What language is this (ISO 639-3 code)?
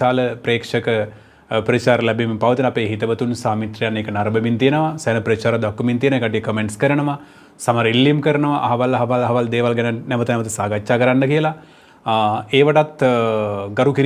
sin